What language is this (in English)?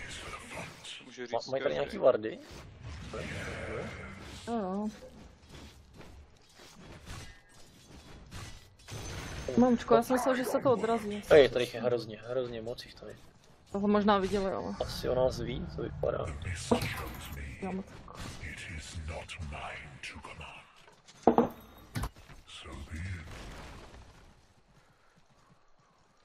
Czech